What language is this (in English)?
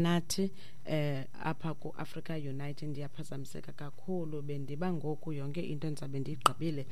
Xhosa